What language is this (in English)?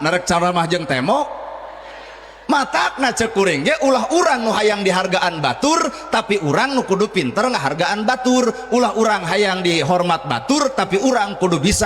Sundanese